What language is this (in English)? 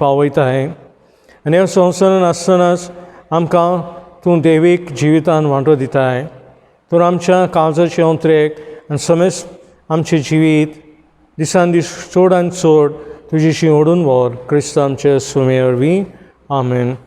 Konkani